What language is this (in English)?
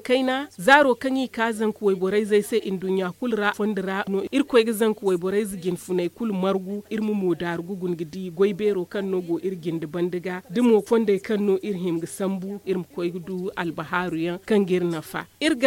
Zarma